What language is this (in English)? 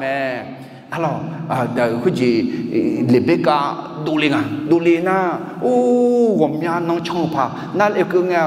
Akha